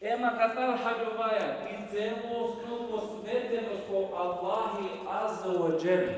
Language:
Balkan Romani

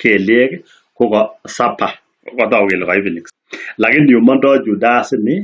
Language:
Kalenjin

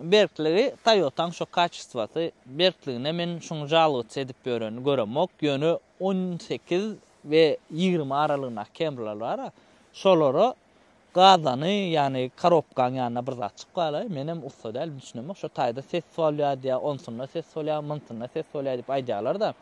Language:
Turkmen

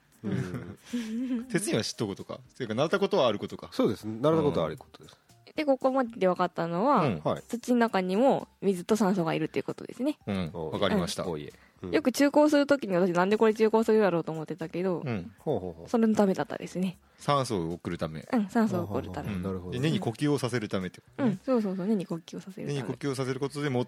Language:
Japanese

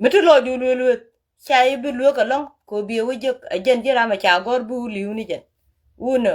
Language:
Nuer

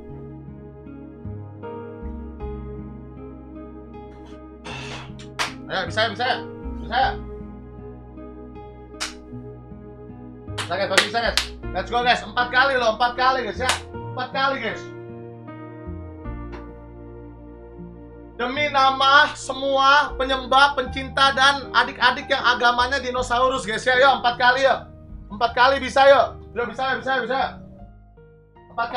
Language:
Indonesian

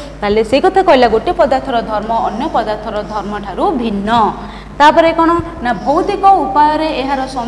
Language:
Odia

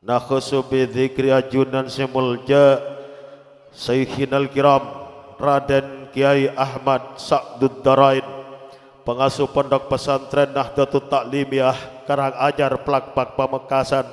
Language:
Madurese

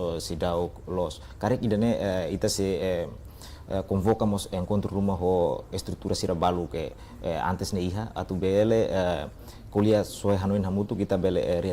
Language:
Tetum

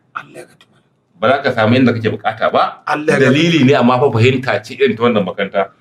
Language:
Hausa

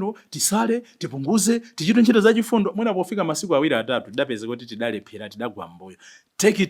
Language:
Nyanja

